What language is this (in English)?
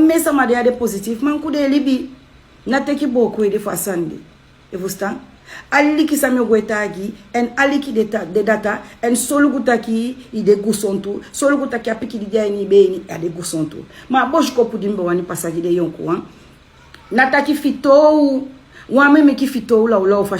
Sranan Tongo